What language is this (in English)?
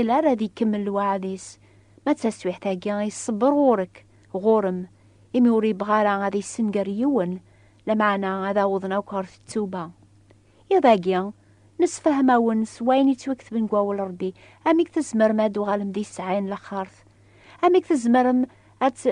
Kabyle